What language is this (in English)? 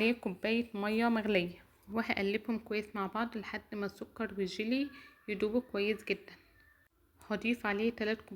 Egyptian Arabic